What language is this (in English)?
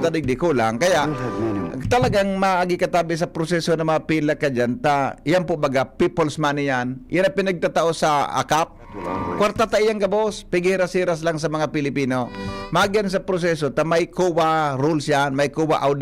Bikol